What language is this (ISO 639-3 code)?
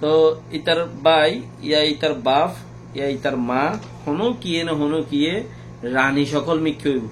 rhg